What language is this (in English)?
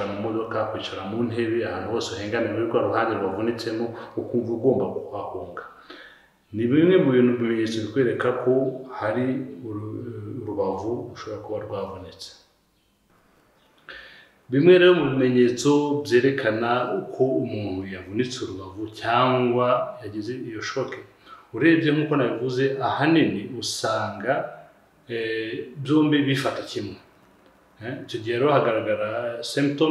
Kinyarwanda